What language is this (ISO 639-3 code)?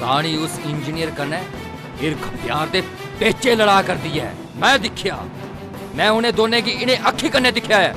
doi